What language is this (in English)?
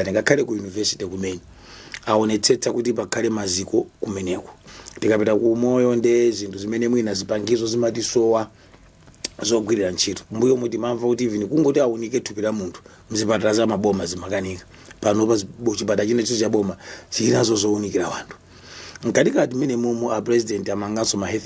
Nyanja